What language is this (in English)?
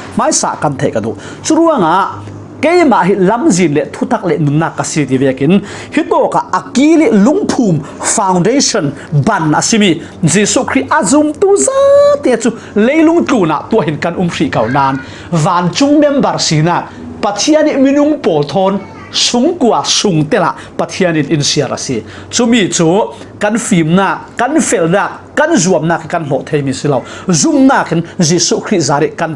Falam Chin